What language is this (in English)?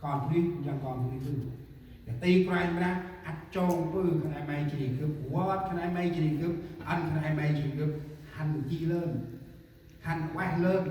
Central Mnong